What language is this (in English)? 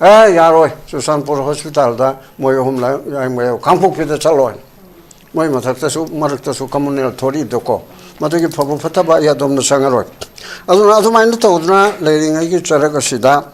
Manipuri